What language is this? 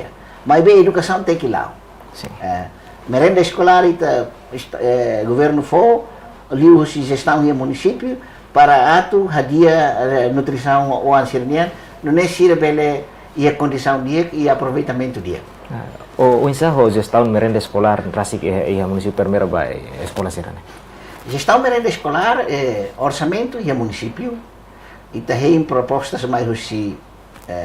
Tetum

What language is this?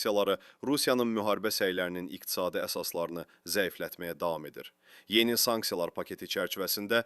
Azerbaijani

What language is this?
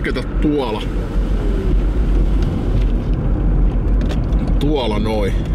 Finnish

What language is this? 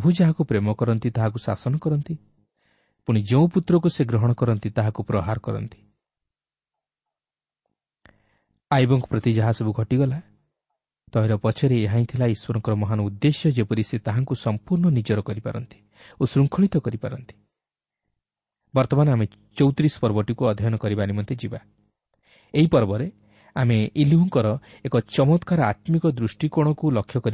Odia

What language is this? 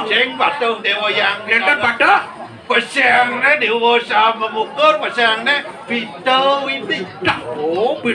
Balinese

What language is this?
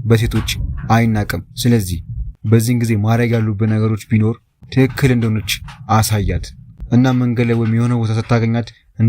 Amharic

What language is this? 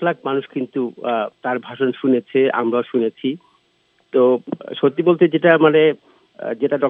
Bangla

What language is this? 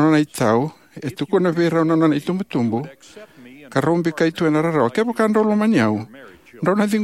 Fijian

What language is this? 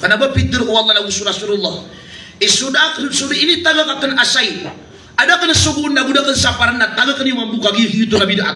Maranao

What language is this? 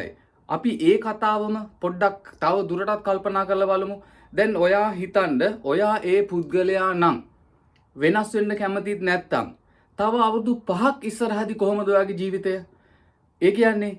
Sinhala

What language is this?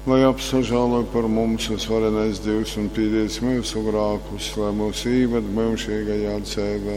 Latgalian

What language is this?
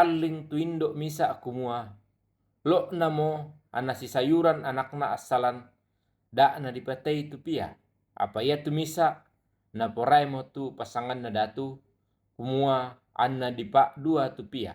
Toraja-Sa'dan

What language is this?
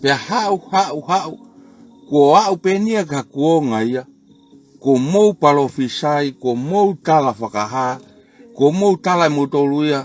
Tongan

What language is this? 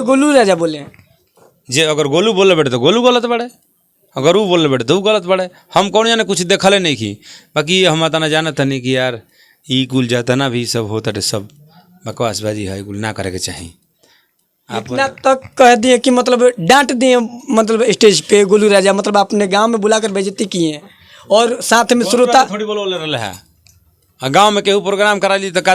Bhojpuri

